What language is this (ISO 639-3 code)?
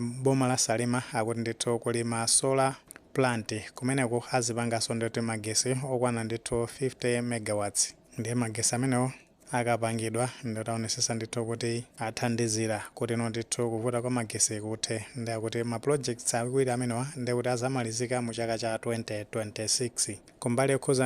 nya